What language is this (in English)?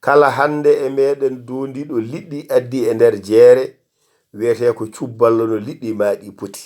Fula